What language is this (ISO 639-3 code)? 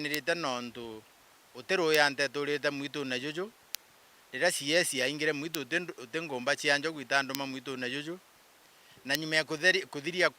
mer